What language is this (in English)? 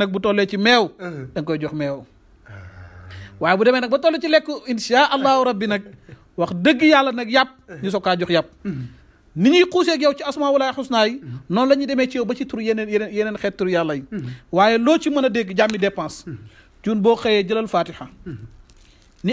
Wolof